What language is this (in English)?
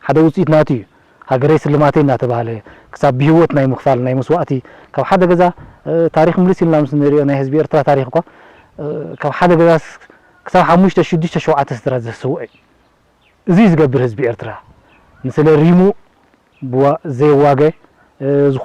Tigrinya